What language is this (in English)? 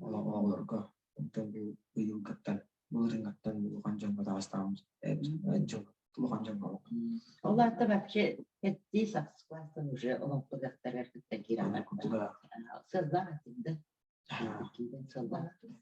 Yakut